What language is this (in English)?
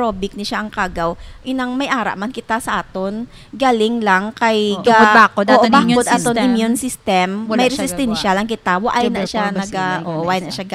Hiligaynon